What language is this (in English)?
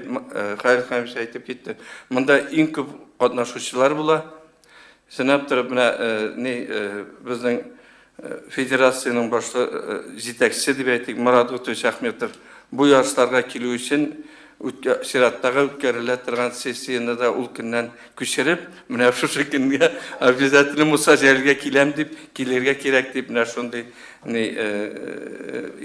Tatar